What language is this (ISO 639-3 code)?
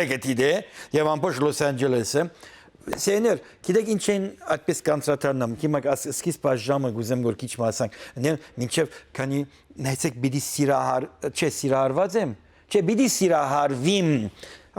hyw